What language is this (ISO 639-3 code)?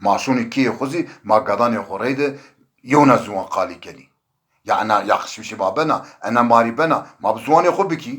zza